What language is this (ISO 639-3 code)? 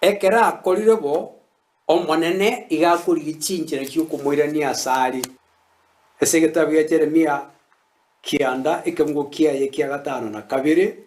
guz